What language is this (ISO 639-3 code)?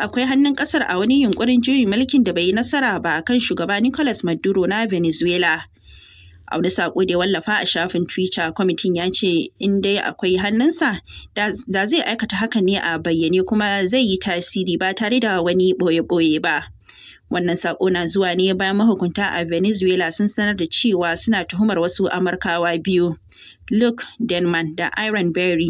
hau